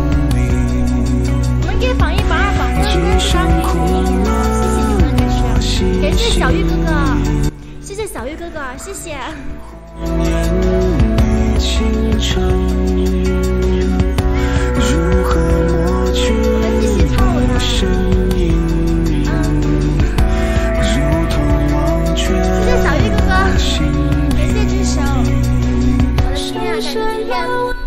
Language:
Chinese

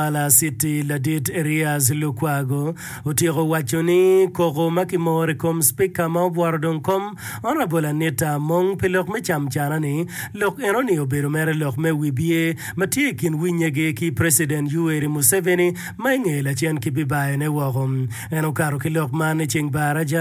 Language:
Acoli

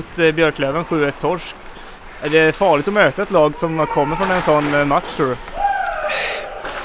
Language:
Swedish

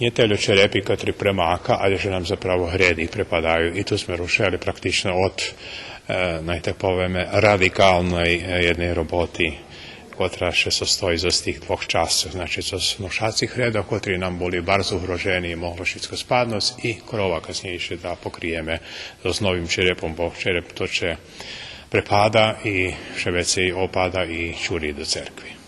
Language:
Rusyn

